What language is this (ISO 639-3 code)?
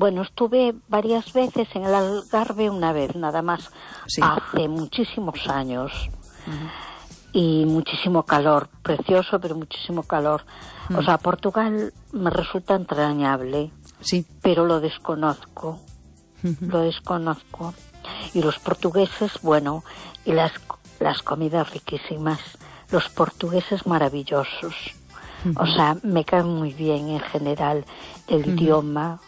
spa